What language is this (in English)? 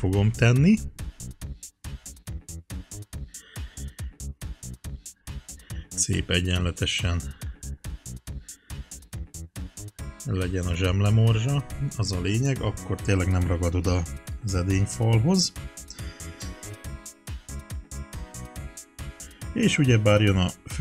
Hungarian